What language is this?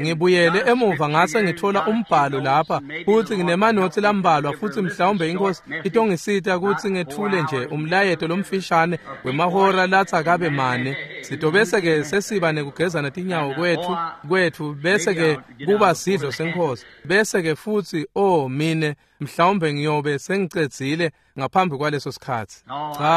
Swati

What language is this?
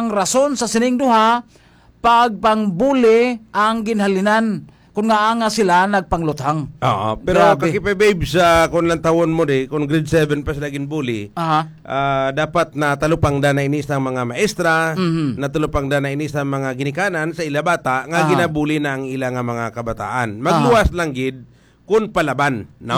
Hiligaynon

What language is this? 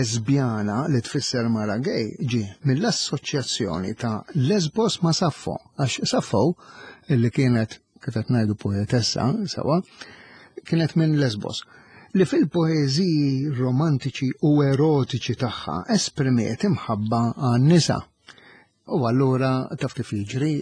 Maltese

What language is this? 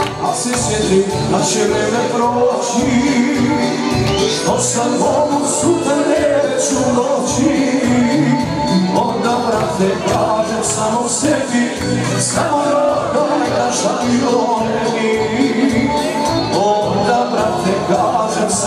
Serbian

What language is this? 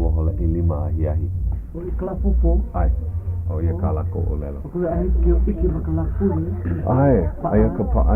Hawaiian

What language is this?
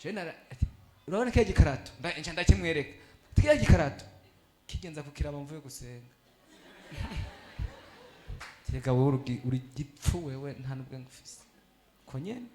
Rundi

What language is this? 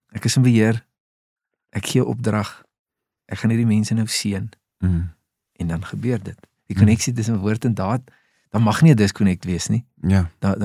Afrikaans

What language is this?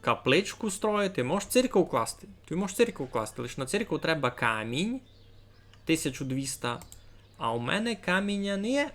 Rusyn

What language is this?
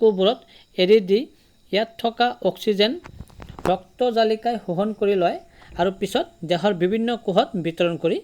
Assamese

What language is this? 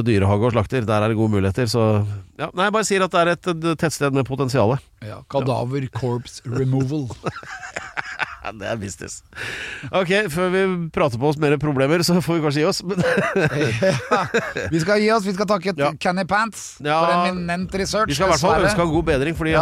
Norwegian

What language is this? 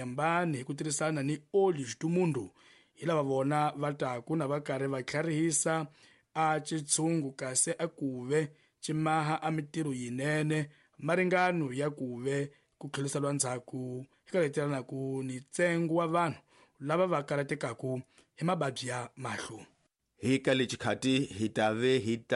Tsonga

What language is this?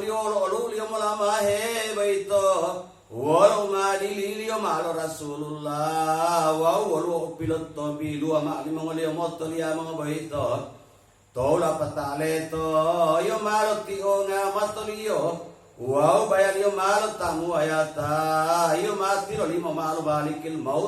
Gorontalo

